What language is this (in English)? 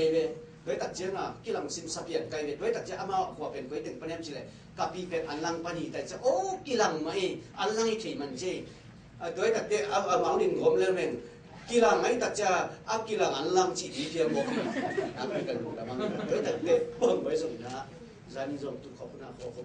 Tedim Chin